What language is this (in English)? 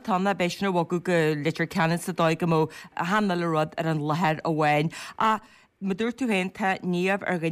Irish